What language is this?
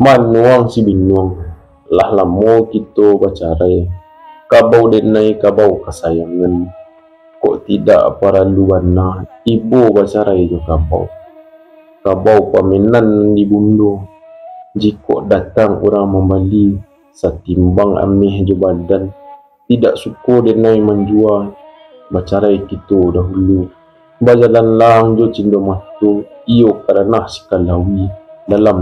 Minangkabau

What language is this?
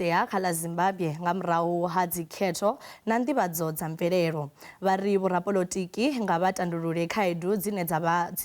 Venda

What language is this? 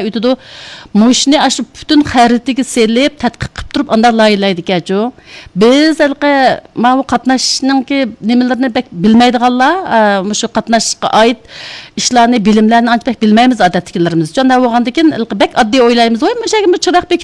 Uyghur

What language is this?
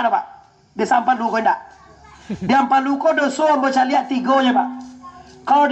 Minangkabau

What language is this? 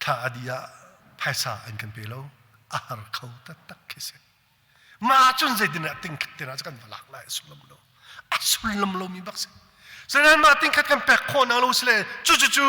Hakha Chin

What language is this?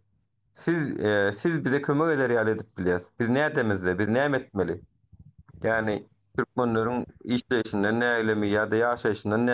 Turkmen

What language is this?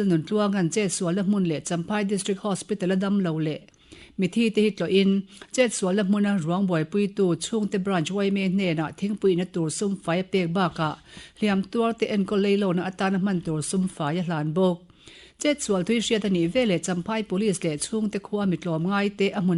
Mizo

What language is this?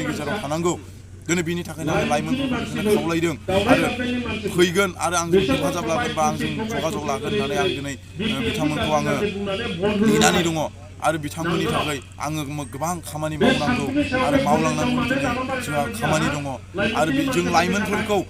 Bodo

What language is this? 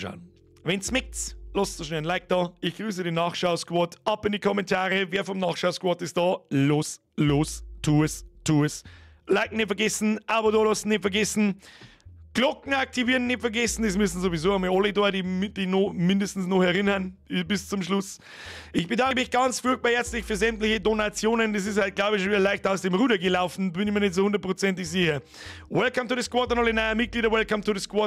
Bavarian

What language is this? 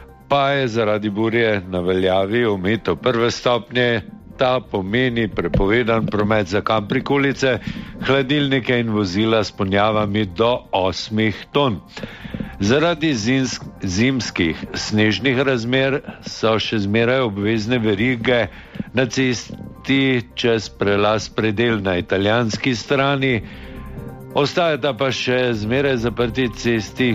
Slovenian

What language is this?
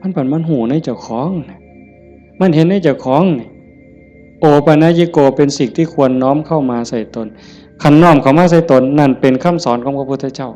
Northeastern Thai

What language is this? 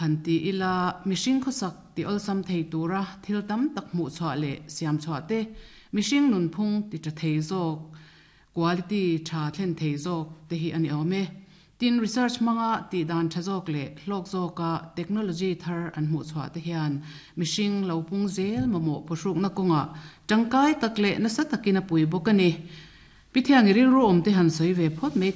Mizo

